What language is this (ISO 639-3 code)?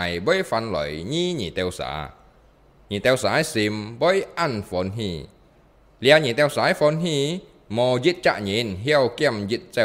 hak